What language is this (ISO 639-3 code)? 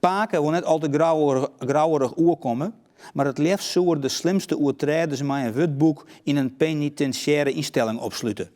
fry